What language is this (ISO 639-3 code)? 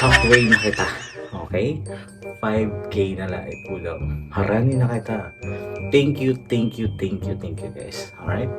war